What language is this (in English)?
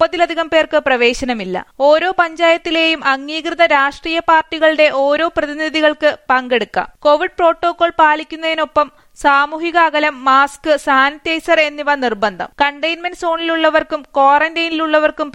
Malayalam